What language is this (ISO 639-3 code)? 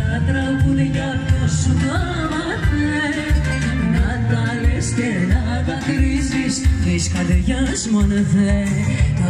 ell